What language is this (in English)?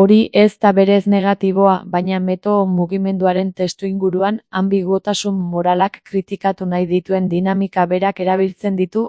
Basque